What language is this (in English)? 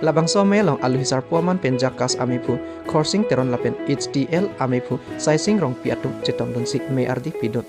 Karbi